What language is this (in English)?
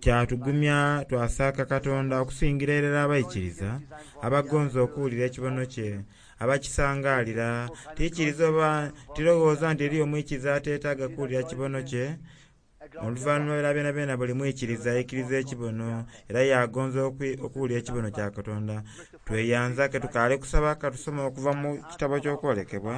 Soga